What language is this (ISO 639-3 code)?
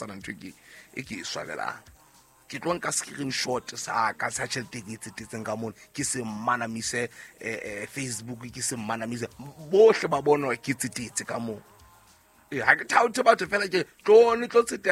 sot